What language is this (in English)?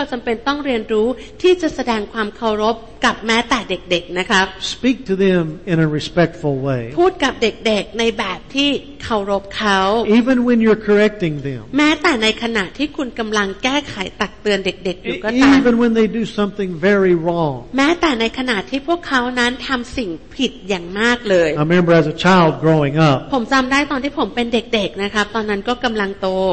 Thai